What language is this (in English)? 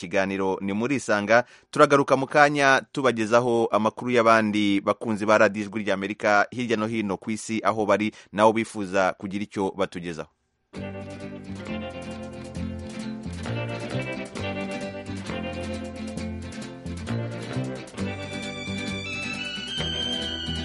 Kinyarwanda